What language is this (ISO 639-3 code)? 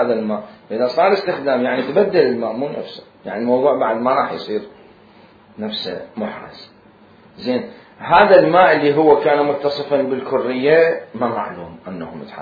acm